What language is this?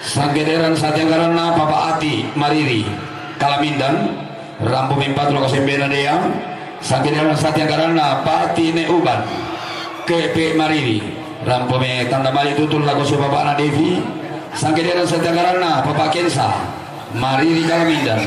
Toraja-Sa'dan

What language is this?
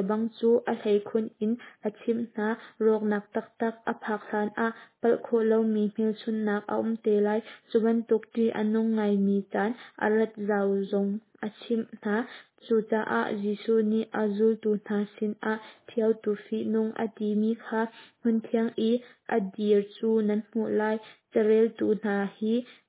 Hakha Chin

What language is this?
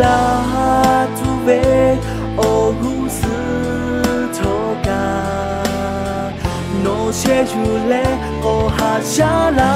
Lahu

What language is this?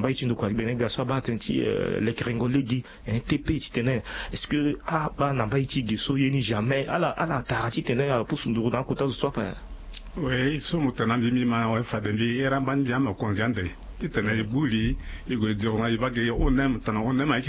Sango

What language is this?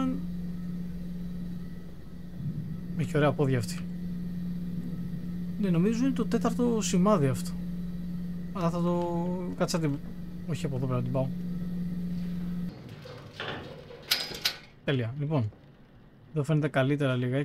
Greek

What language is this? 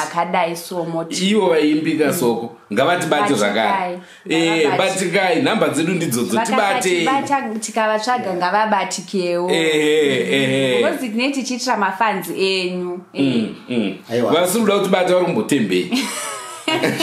Shona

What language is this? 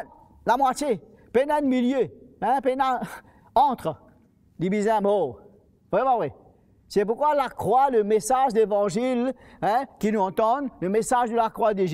Morisyen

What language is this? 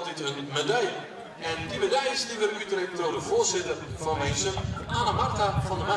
Western Frisian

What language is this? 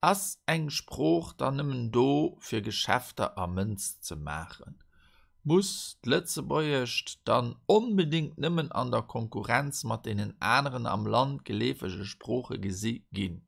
Luxembourgish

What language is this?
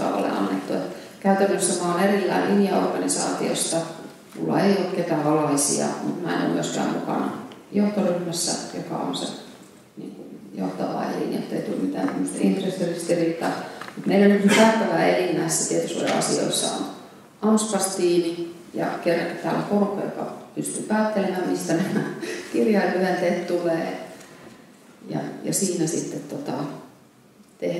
Finnish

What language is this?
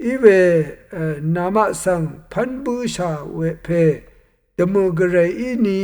Rawang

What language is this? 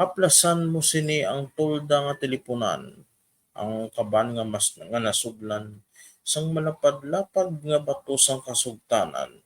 Hiligaynon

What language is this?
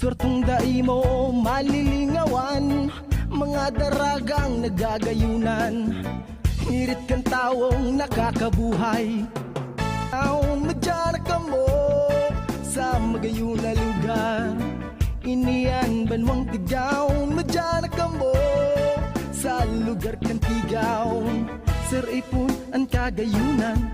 Bikol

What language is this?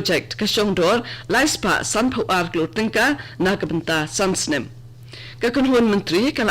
Khasi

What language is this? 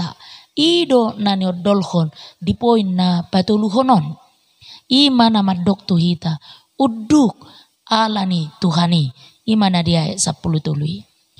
Batak Toba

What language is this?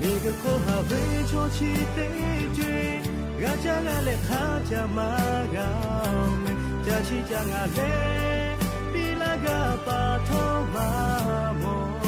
Lahu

